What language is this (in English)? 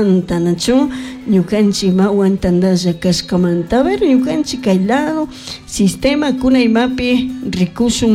Chimborazo Highland Quichua